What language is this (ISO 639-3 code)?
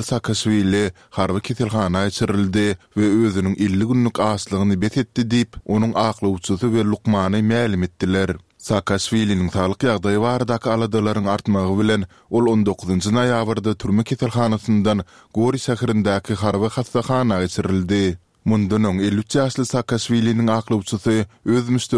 tuk